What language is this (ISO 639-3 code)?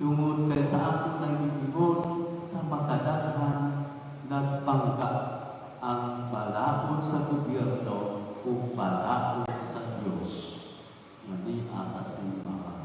ceb